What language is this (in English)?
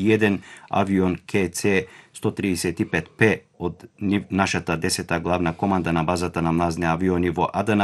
Macedonian